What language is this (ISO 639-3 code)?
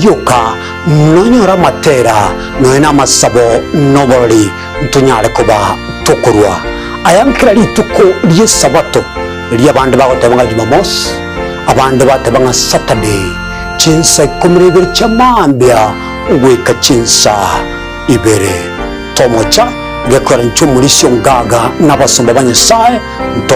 guz